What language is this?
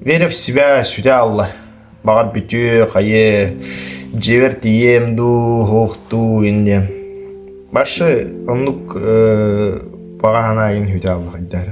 Yakut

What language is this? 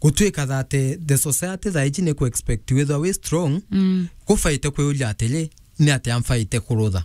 Meru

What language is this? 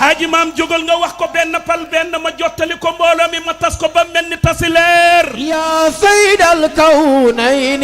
Wolof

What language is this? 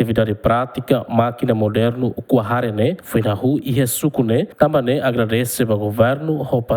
Tetum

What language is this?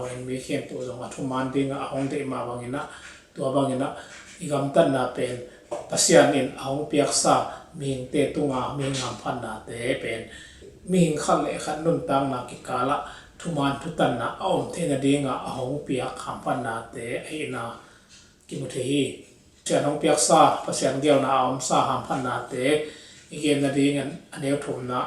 Tedim Chin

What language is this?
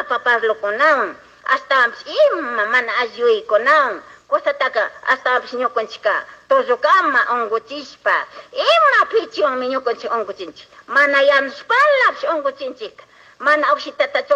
Chimborazo Highland Quichua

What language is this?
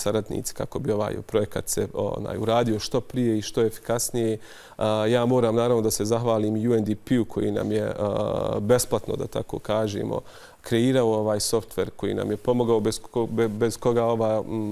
Bosnian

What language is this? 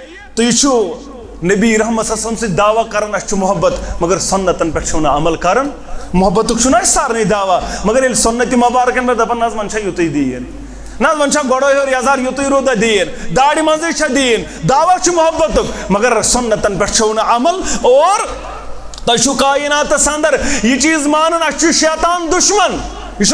Kashmiri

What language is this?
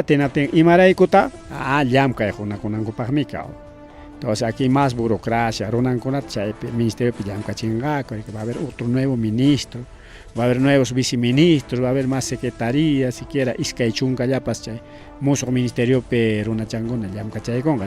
Ayacucho Quechua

